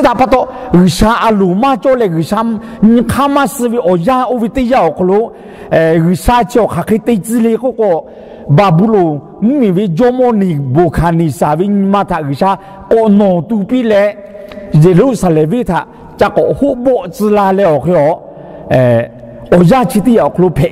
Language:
Lahu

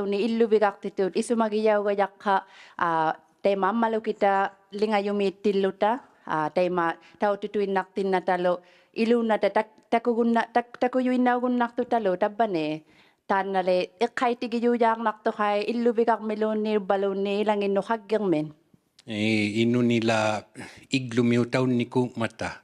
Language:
Inuktitut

